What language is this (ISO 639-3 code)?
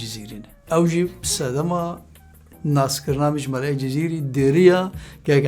kur